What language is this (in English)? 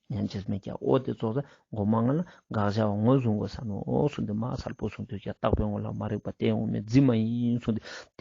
Ladakhi